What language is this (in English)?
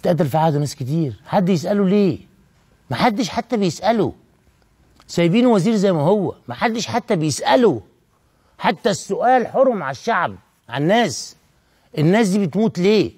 Egyptian Arabic